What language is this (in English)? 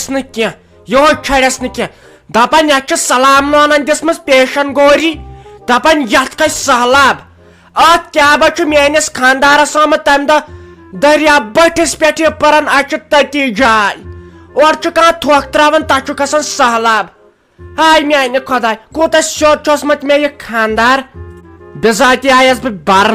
Kashmiri